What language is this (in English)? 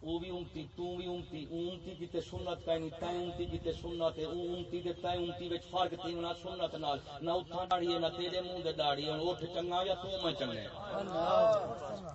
Saraiki